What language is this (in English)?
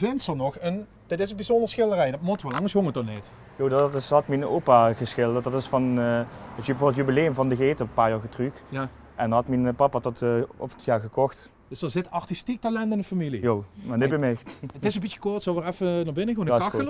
Limburgish